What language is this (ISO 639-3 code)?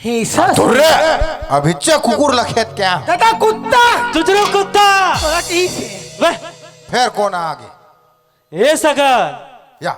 hne